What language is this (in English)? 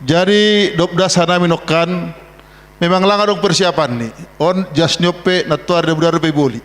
Batak Simalungun